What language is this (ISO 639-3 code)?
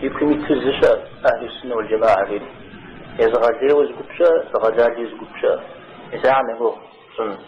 kbd